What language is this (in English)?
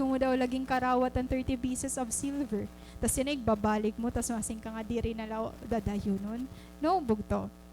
Waray